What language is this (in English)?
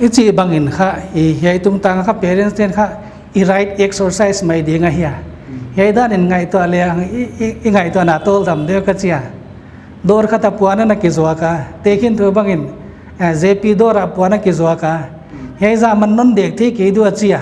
Paite Chin